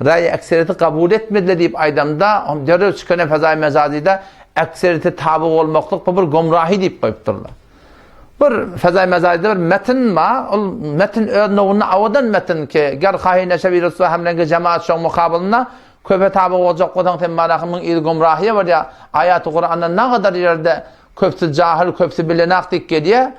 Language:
Turkmen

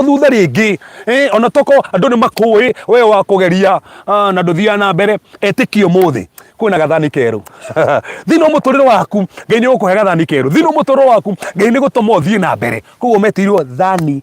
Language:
Kikuyu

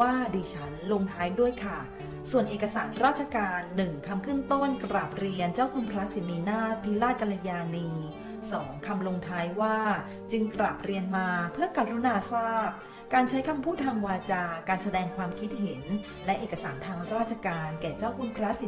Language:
Thai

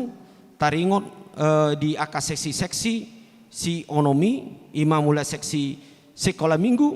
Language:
Batak Toba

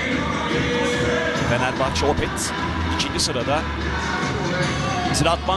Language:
Turkish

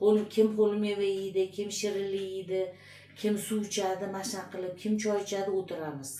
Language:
Uzbek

